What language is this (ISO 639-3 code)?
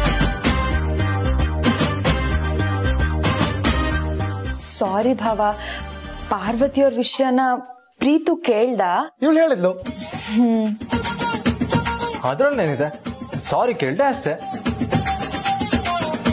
kan